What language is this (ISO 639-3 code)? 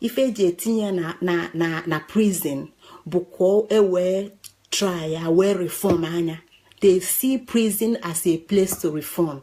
ibo